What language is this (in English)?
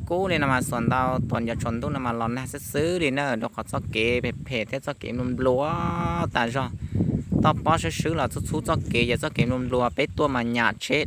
Hmong